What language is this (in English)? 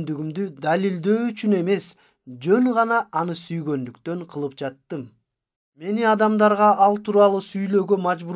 Kyrgyz